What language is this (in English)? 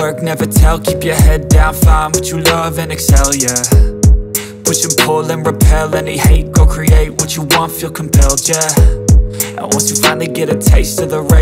English